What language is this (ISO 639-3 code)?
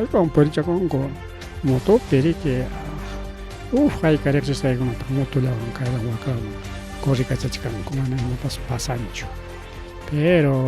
quy